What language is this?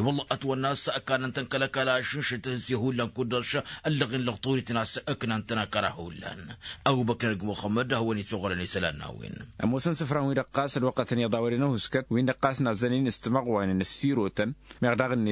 Tamasheq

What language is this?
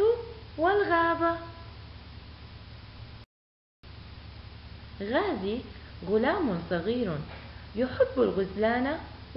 Arabic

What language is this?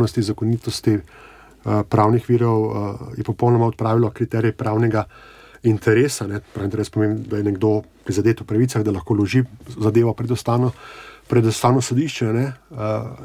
Slovenian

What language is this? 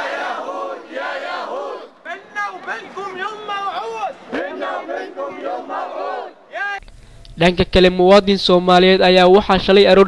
Somali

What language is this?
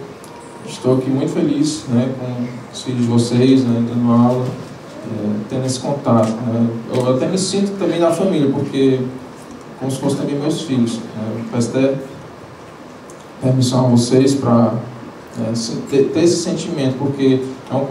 Portuguese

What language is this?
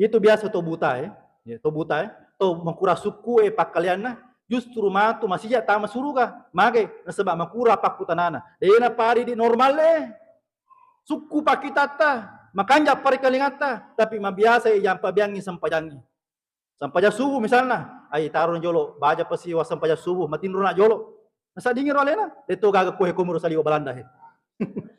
Buginese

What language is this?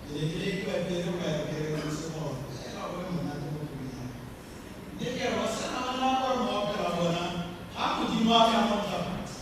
Tswana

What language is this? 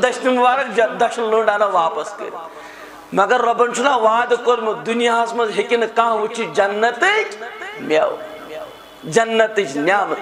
Kashmiri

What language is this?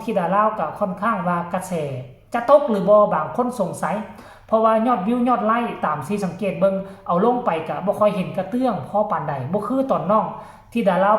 Northeastern Thai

